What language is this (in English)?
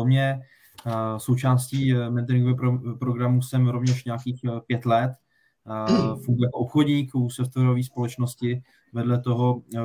Czech